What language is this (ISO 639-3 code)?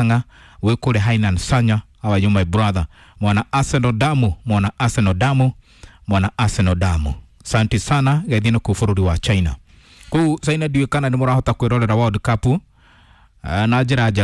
kik